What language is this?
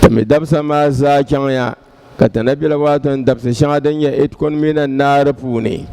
Dagbani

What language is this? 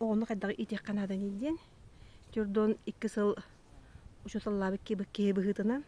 Yakut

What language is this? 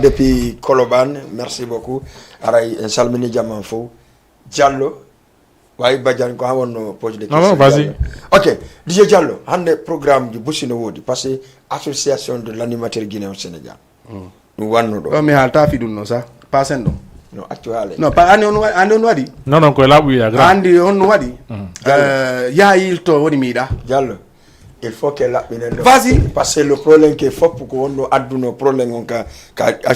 Fula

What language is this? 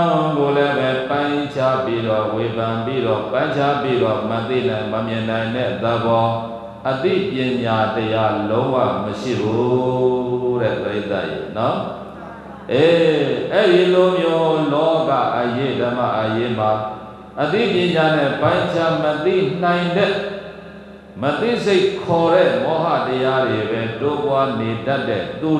Burmese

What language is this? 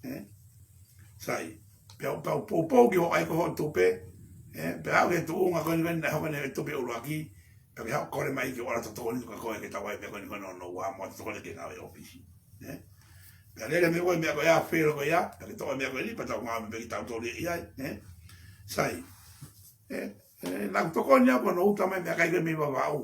Tongan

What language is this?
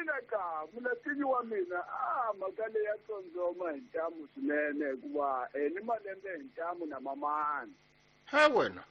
Tsonga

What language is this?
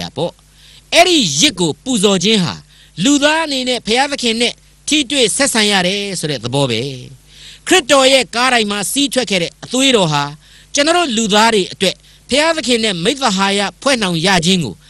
Burmese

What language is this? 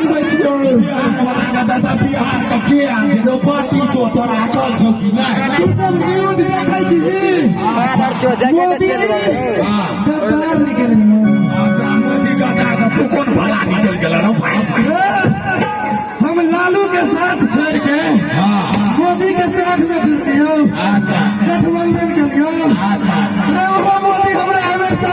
Maithili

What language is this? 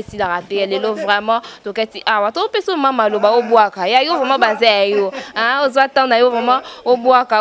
Lingala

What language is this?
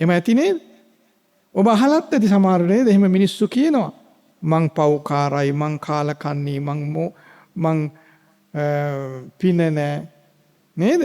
Sinhala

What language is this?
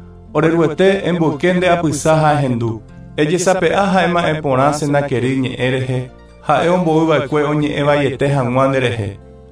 Guarani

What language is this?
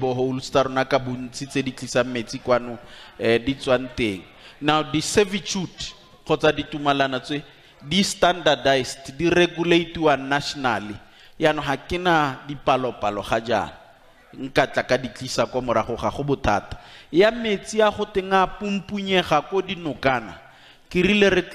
Tswana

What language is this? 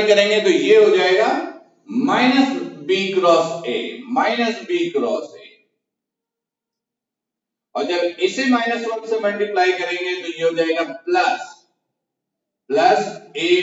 Hindi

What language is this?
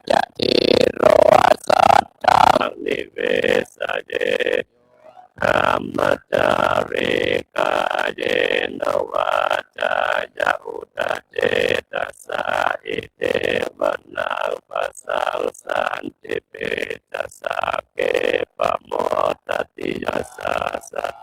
Pali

